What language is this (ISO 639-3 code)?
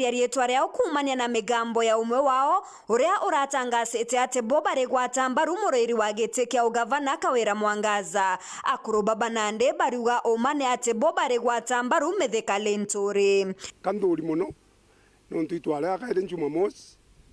mer